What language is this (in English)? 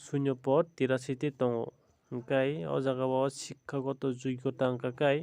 Kok Borok